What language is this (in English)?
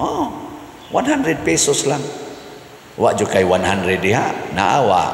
Cebuano